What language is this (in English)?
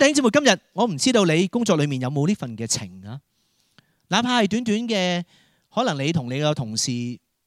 Cantonese